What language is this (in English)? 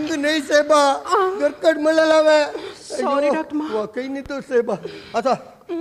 Konkani